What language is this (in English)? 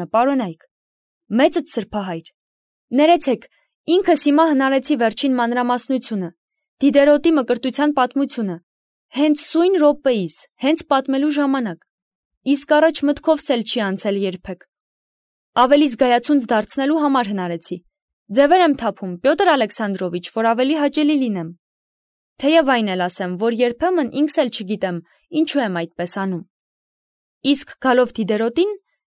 Armenian